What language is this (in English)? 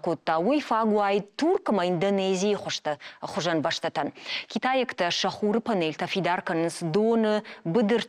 Ossetic